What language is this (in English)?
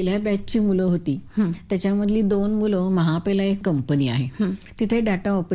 Marathi